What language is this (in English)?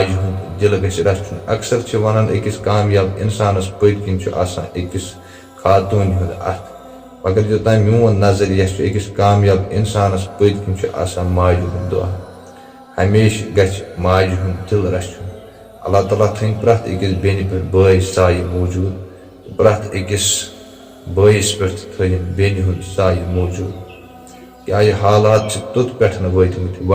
Kashmiri